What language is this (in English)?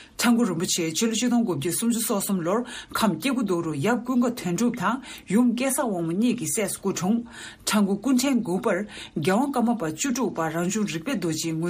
Tibetan